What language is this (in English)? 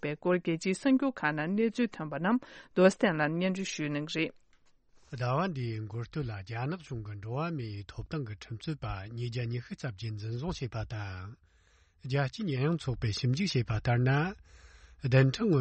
Tibetan